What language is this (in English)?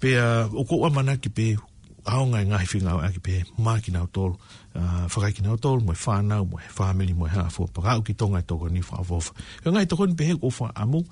Tongan